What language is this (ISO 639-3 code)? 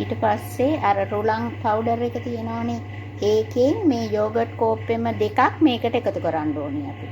sin